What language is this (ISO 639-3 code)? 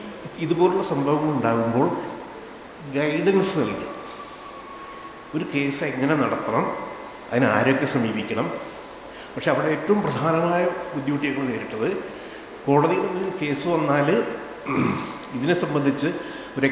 mal